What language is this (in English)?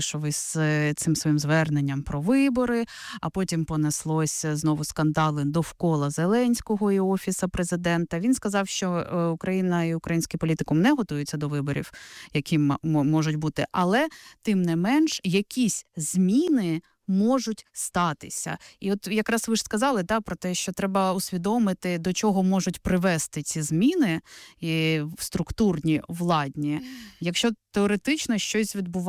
Ukrainian